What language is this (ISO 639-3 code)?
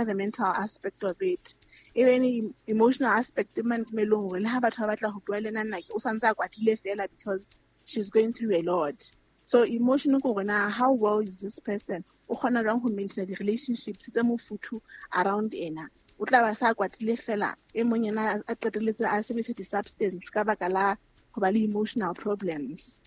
sot